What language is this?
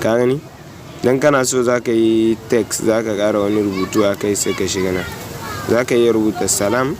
Hausa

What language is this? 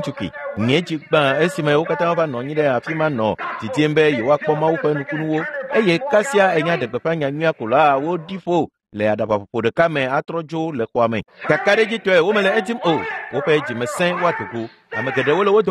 Ewe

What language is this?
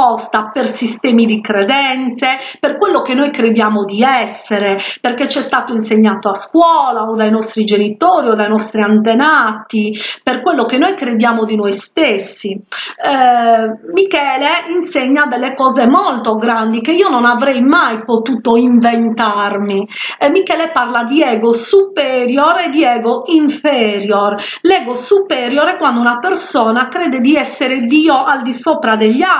Italian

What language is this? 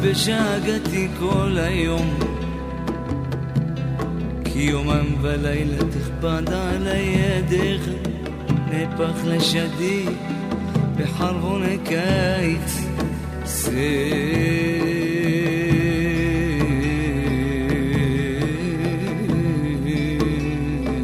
Estonian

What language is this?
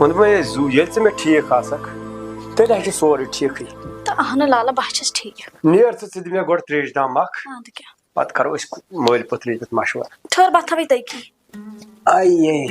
Kashmiri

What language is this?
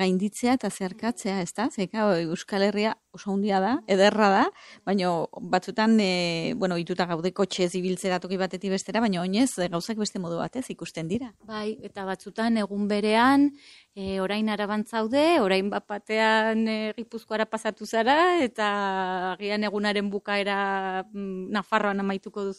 Basque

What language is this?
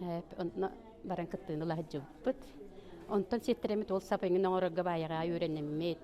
Yakut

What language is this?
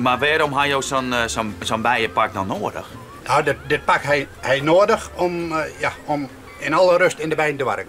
Western Frisian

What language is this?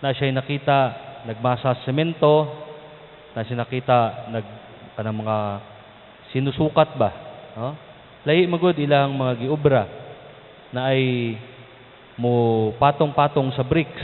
Cebuano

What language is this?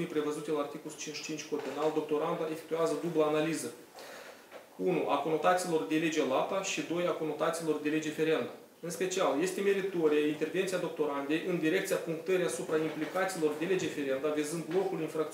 Romanian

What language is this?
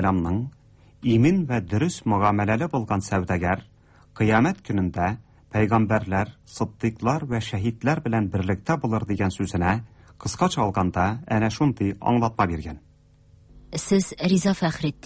Tatar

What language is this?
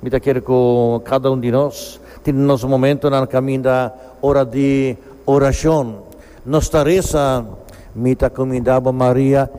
Papiamento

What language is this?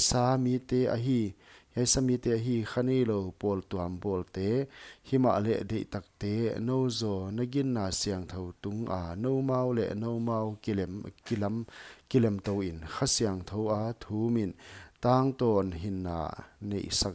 Paite Chin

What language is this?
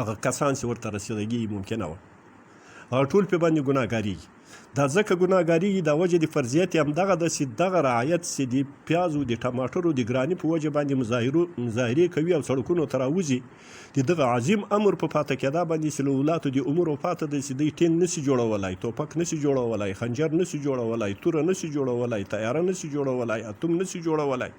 Pashto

